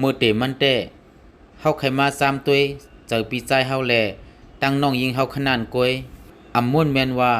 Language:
Shan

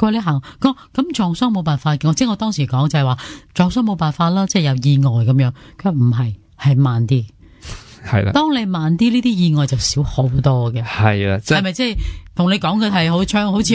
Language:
Cantonese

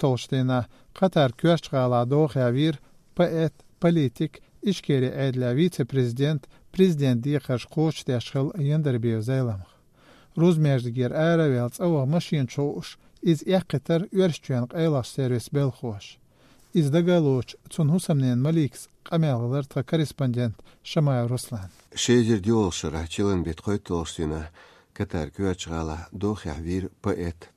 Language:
Chechen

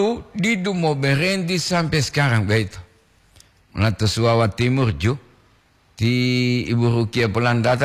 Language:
Gorontalo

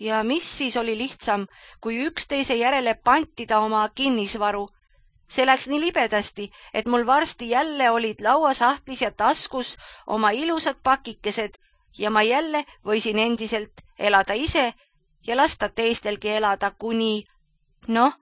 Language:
Estonian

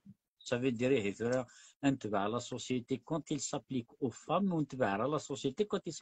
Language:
Kabyle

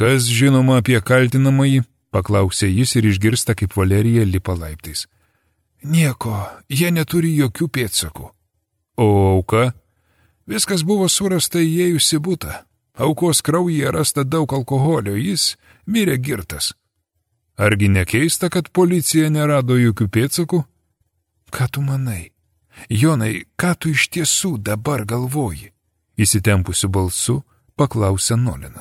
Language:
Lithuanian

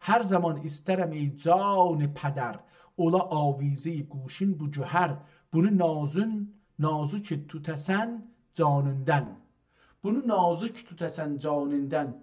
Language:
South Azerbaijani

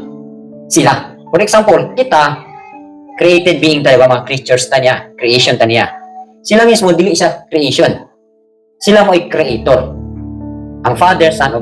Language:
Cebuano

